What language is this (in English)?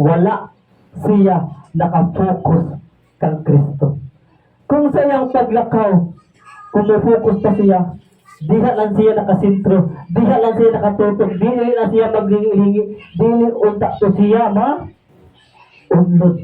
Cebuano